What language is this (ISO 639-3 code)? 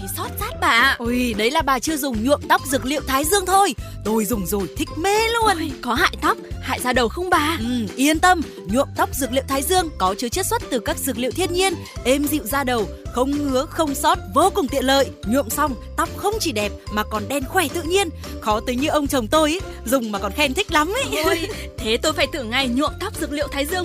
vie